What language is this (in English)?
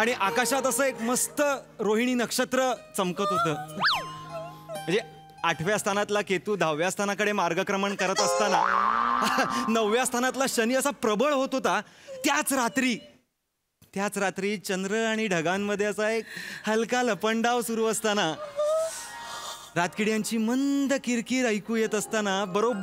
Marathi